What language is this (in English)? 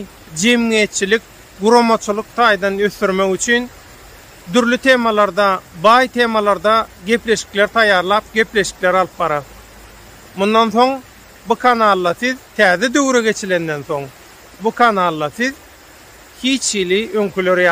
Turkmen